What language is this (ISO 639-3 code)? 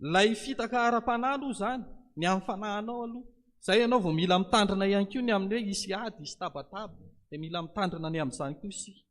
mlg